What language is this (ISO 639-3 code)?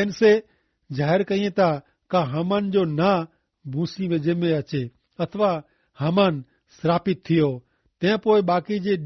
kfr